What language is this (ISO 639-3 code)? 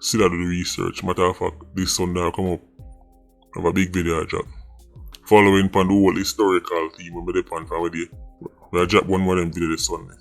jam